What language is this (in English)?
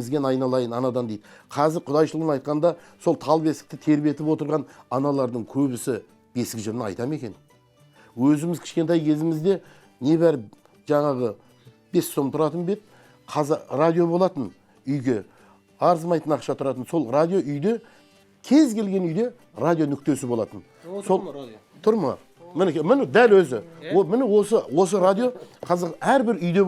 Kazakh